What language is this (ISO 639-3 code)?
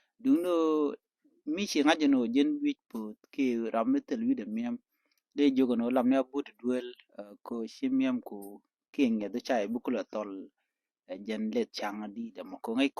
nus